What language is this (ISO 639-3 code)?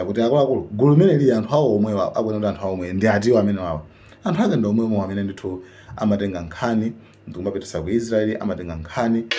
nya